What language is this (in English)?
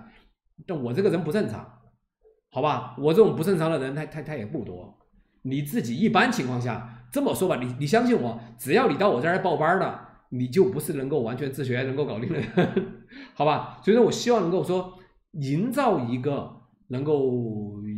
Chinese